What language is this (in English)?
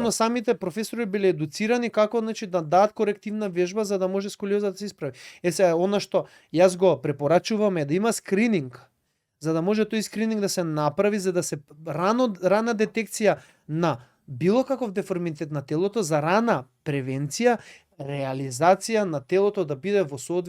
Macedonian